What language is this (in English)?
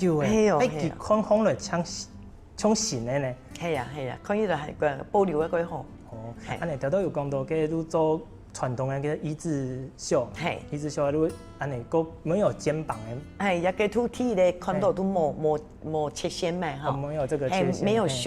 Hakka Chinese